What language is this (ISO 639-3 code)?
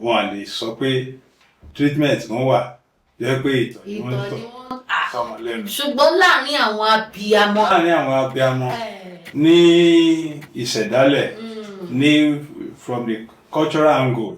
yor